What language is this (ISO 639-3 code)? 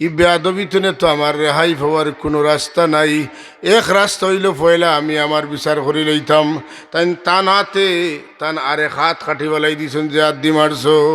syl